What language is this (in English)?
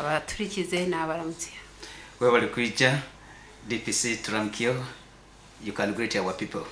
Nyankole